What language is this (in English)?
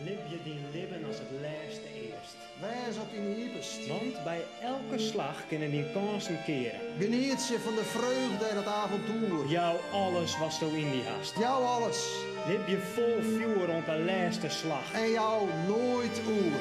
Western Frisian